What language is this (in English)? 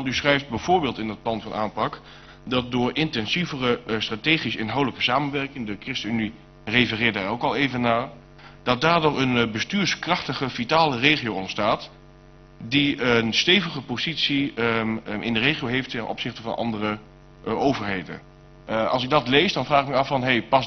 Dutch